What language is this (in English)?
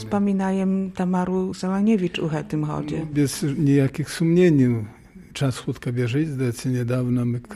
Belarusian